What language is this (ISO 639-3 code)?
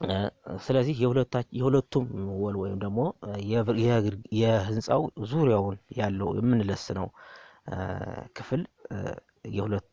amh